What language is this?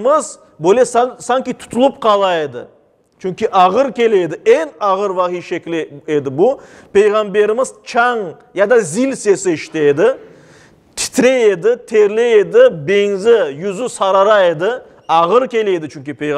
Crimean Tatar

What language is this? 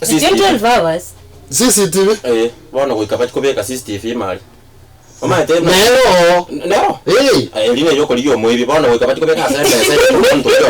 Gusii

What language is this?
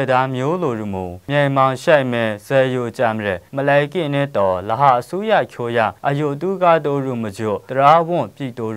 Kachin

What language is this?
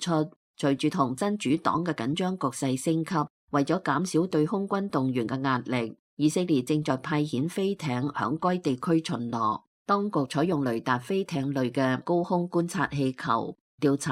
Cantonese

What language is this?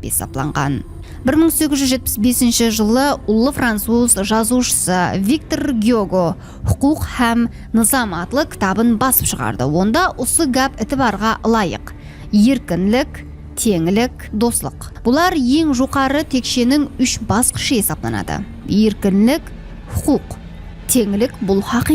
Kara-Kalpak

